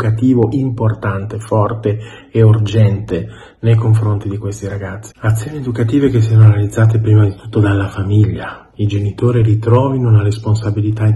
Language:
Italian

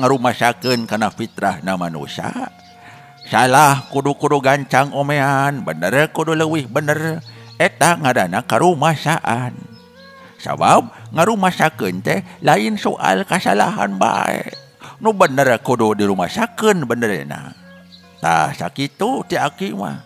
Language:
Sundanese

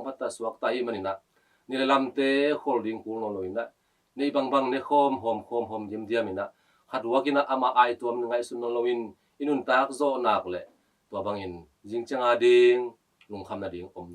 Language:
Tedim Chin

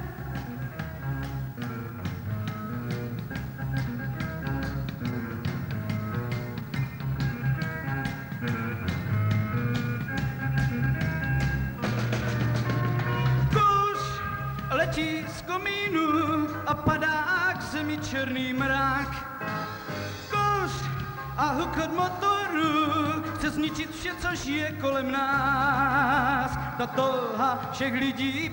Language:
Czech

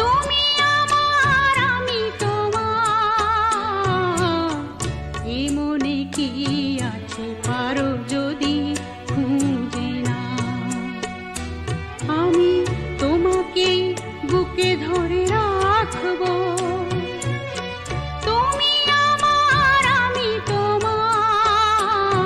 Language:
Bangla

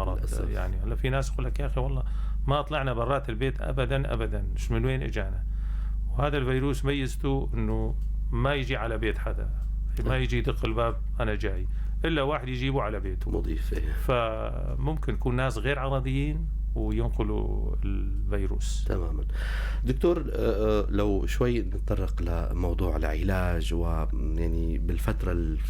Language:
North Levantine Arabic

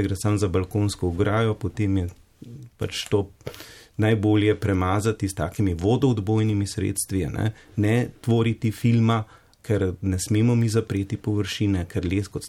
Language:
Slovenian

